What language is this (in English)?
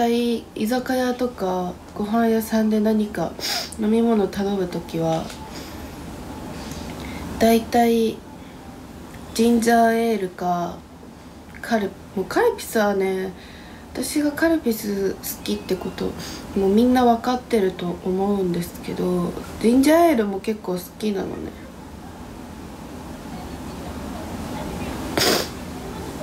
Japanese